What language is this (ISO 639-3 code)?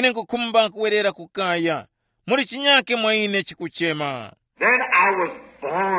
tum